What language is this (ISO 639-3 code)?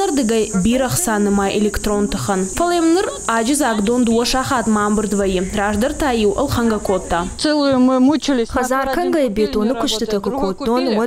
oss